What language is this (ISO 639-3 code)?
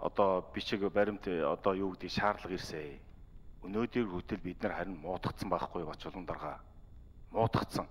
mon